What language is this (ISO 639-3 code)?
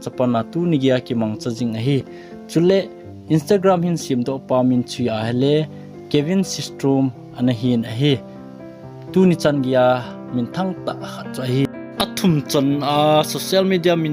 tcz